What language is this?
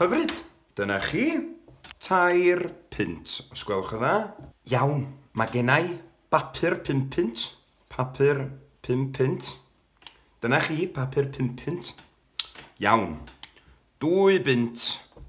Welsh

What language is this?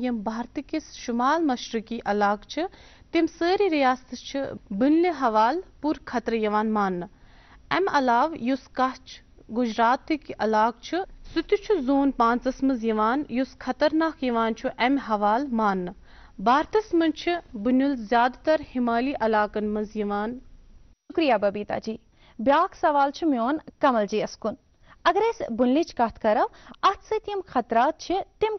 Kashmiri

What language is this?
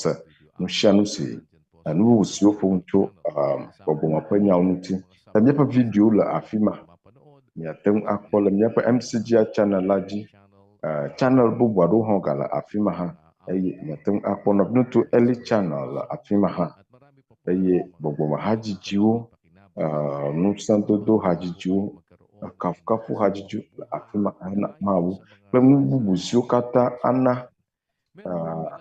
Ewe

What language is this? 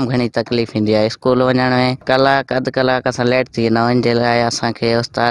Sindhi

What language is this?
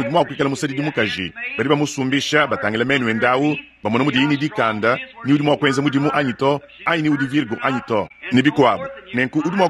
Luba-Lulua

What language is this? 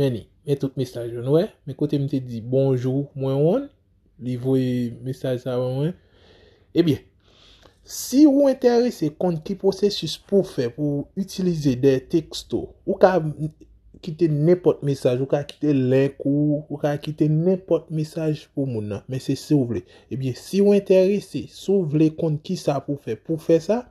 Haitian Creole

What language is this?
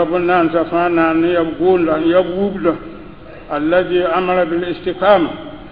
Mossi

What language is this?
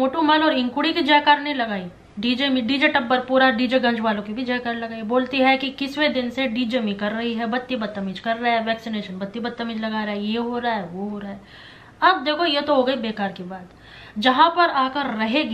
Hindi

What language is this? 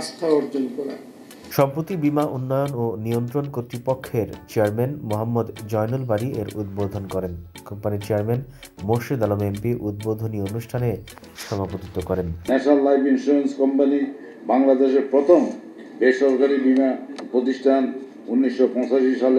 Bangla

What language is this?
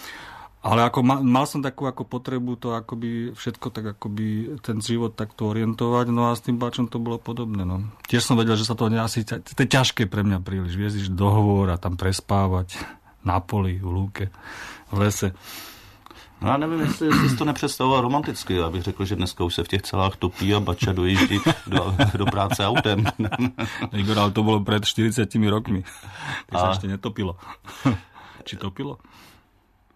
Slovak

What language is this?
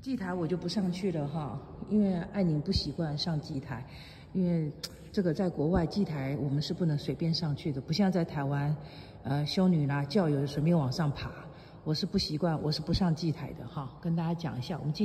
Chinese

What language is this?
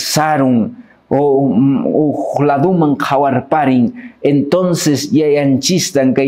Quechua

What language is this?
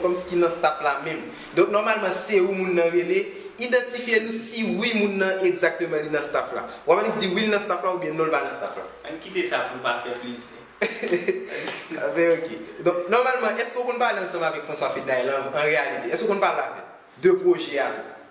Haitian Creole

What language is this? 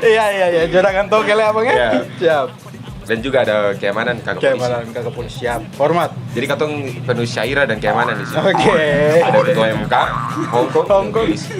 Ambonese Malay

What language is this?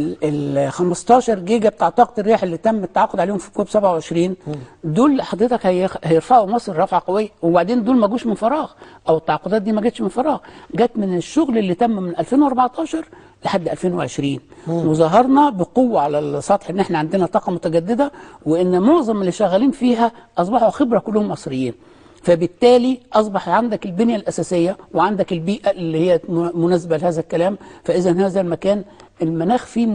Egyptian Arabic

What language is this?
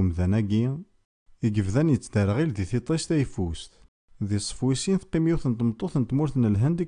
Kabyle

